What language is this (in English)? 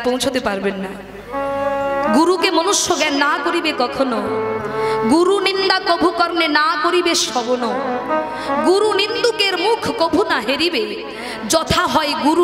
Bangla